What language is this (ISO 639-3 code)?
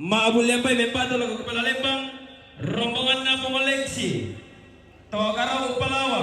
sda